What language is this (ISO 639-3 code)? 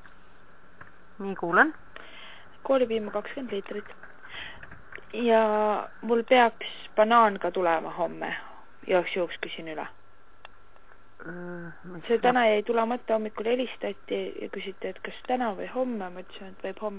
est